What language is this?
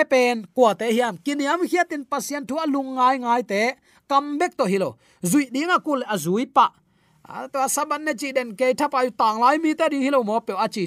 Tedim Chin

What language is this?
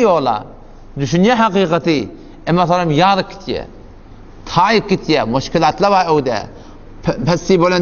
Turkmen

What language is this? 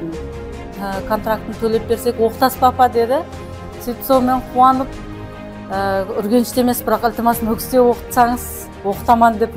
Kara-Kalpak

